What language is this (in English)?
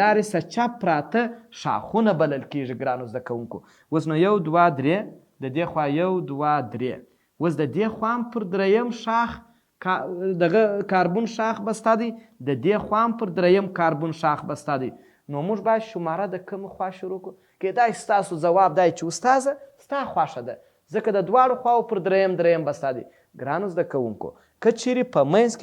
Pashto